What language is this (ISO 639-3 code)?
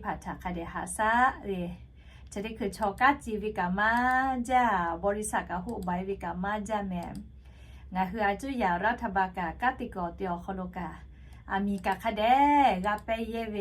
lhu